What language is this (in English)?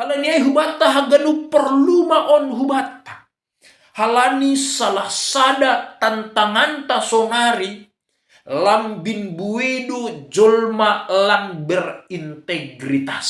Batak Simalungun